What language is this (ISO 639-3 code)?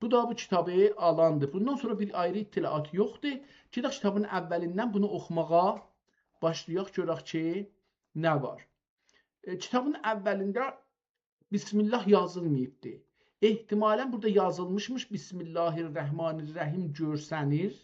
azb